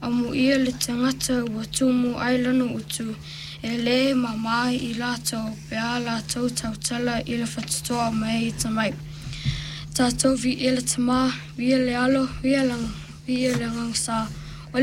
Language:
Samoan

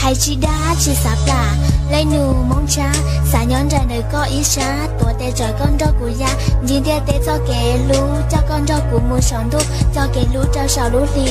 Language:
Hmong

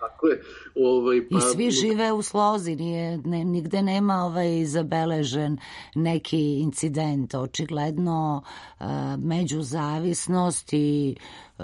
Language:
Serbian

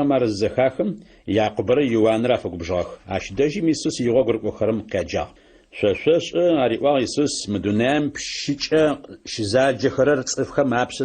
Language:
Adyghe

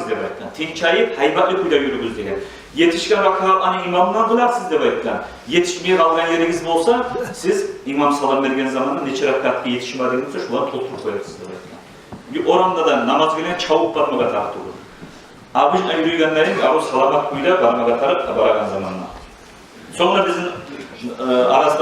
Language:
Kumyk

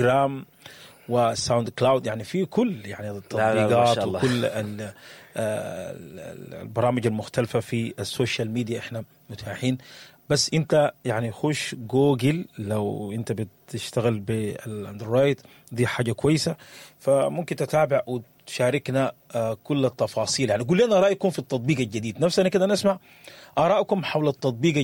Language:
Sudanese Arabic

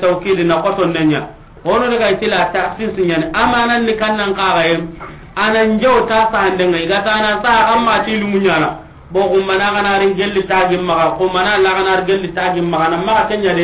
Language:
Soninke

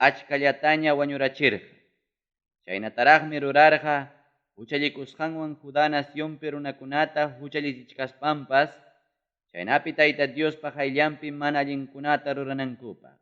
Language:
Ayacucho Quechua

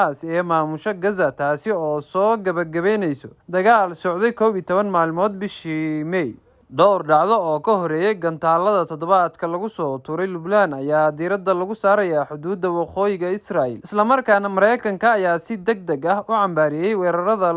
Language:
Somali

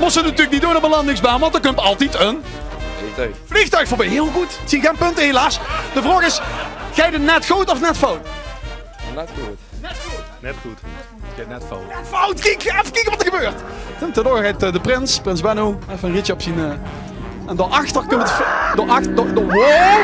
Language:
Limburgish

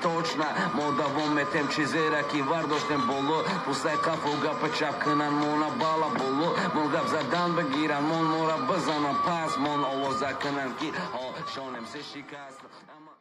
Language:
Tajik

